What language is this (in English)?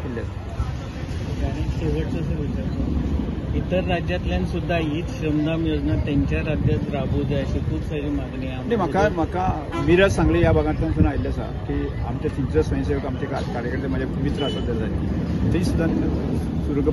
Konkani